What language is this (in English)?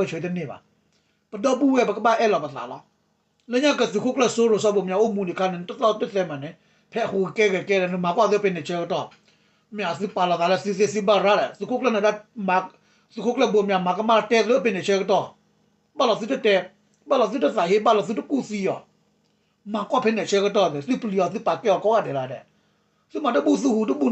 S'gaw Karen